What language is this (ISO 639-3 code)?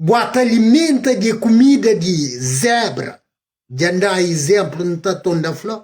kea